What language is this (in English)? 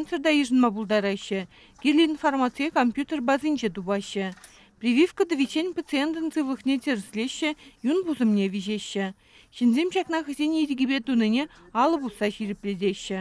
Chuvash